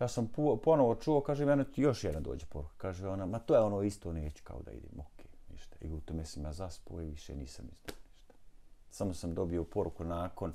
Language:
Bosnian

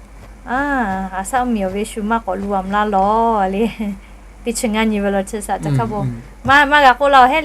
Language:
Lahu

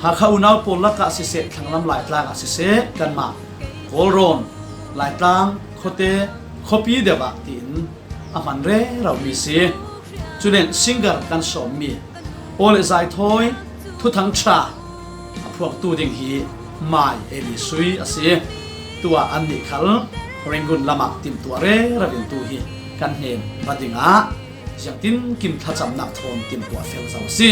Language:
Falam Chin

